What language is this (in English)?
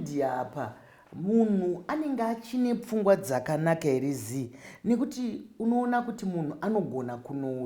Shona